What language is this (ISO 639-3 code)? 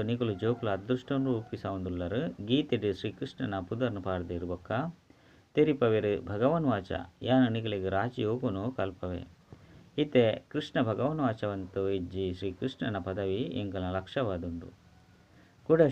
tcy